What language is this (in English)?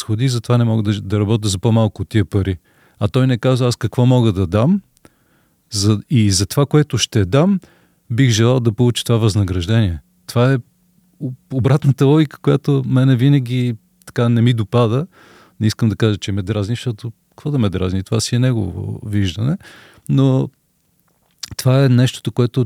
Bulgarian